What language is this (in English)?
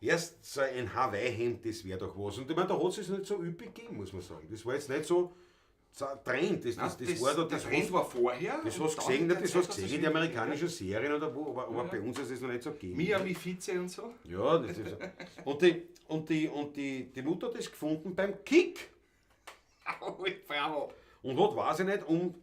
Bavarian